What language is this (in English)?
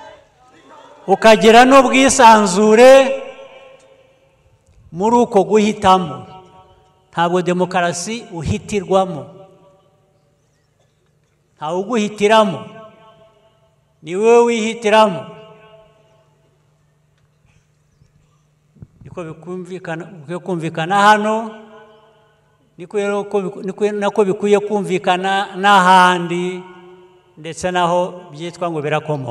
Kinyarwanda